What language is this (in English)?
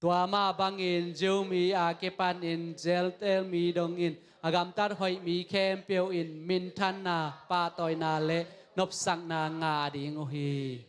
Tedim Chin